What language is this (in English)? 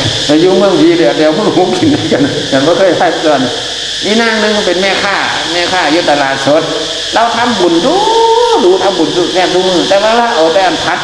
Northeastern Thai